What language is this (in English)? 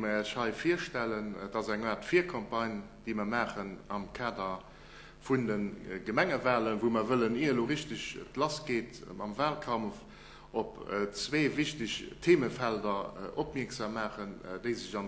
Luxembourgish